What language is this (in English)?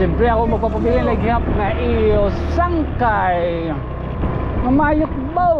Waray